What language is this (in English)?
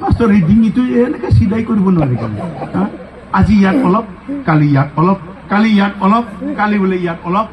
Assamese